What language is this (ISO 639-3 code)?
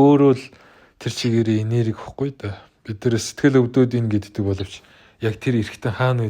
mon